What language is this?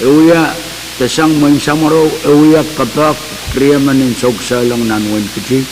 Pohnpeian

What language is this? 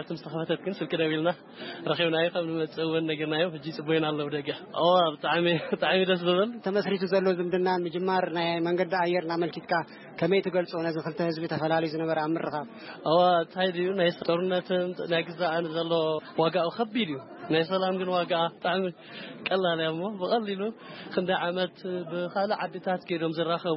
Tigrinya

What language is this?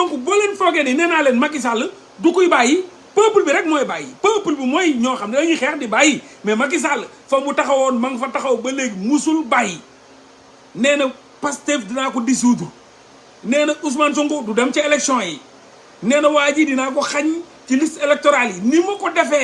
Wolof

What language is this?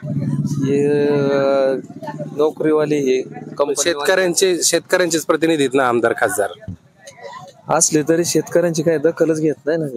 Marathi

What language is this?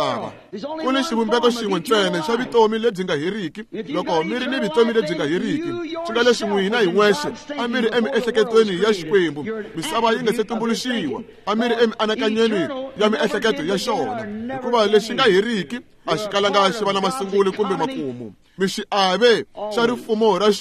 Tsonga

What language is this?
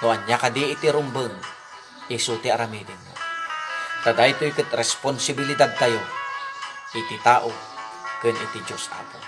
Iloko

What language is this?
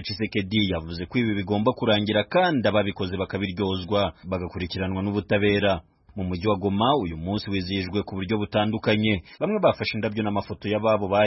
Kinyarwanda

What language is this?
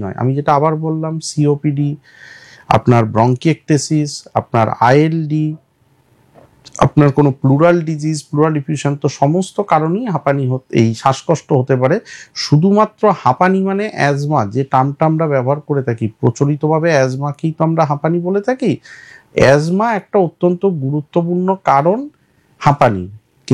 Bangla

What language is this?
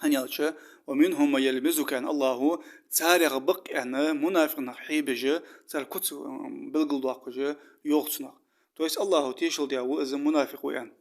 Ingush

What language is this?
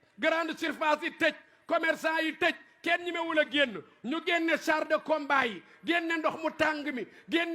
Wolof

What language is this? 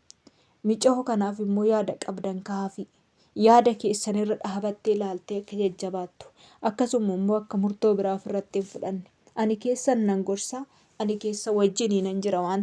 Oromo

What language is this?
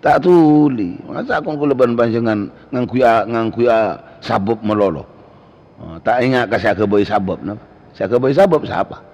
Madurese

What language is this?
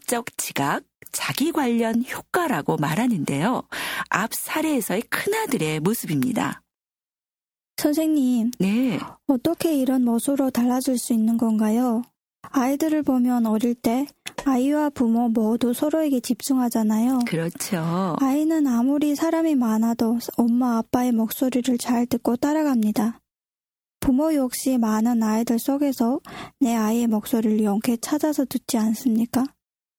Korean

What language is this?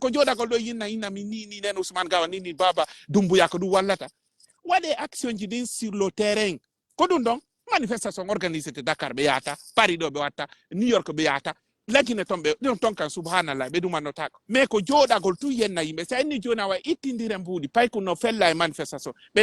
Pular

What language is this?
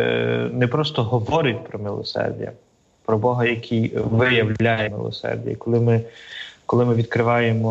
Ukrainian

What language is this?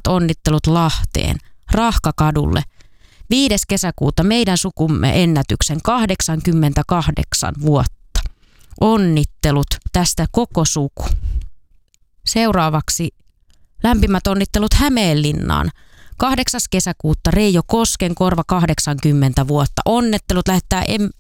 Finnish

